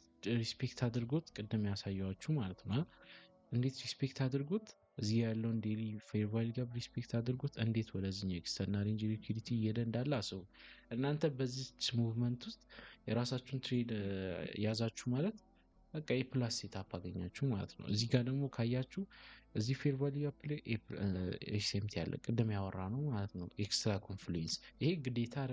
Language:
Amharic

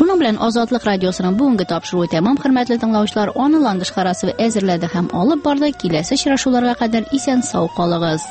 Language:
Tatar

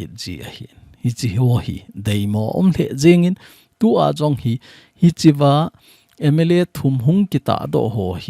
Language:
Thado Chin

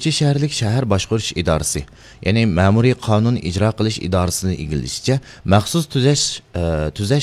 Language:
Uyghur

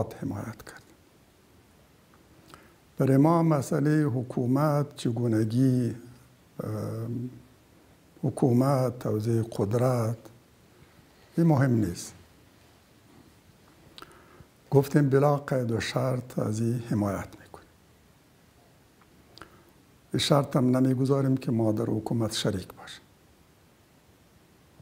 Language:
Persian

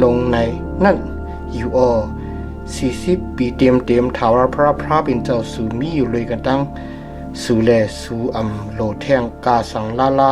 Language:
Shan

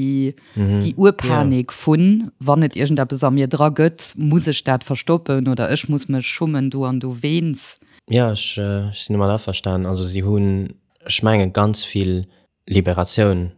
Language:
Luxembourgish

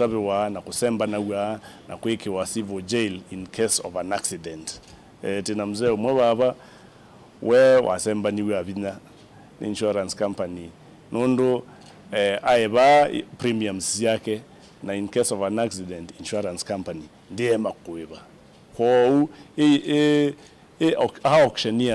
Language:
Kamba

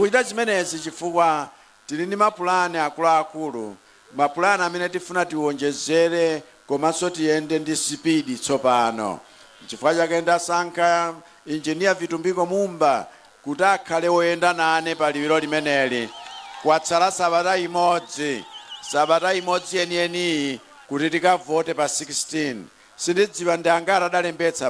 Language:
Nyanja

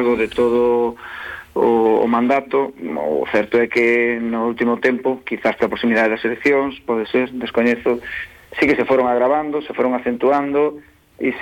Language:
Galician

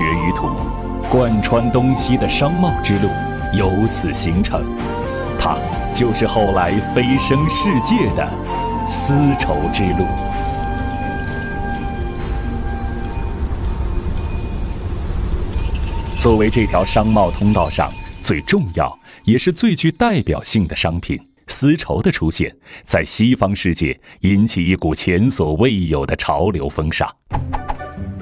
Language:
Chinese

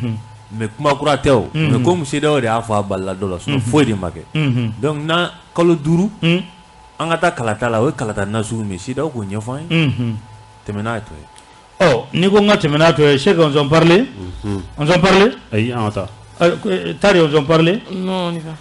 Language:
Bambara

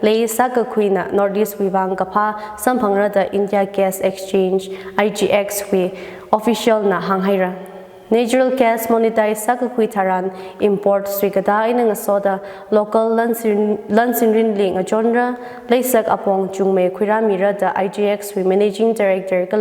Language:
Tangkhul Naga (India)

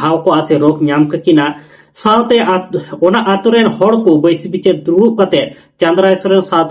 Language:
Santali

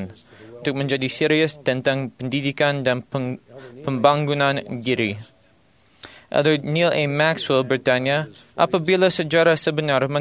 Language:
Malay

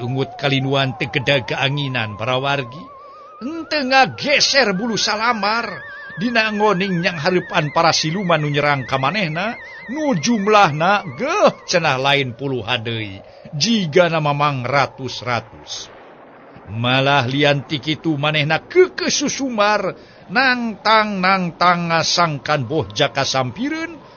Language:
Sundanese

